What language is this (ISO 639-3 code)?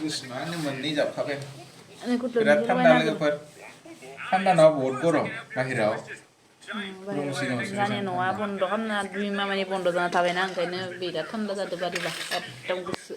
brx